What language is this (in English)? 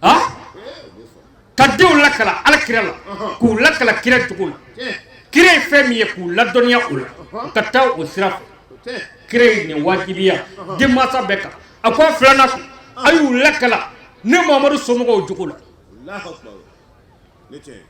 Bambara